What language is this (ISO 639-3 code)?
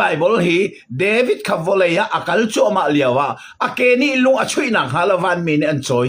cnh